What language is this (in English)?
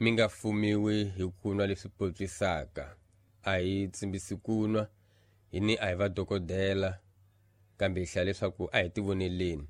Tsonga